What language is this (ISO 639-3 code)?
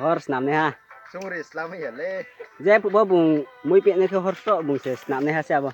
ria